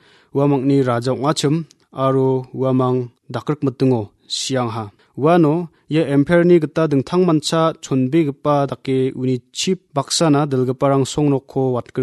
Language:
Garo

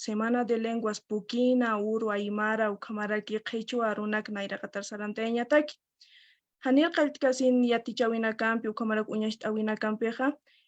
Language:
Aymara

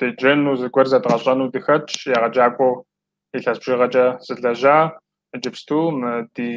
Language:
Kabardian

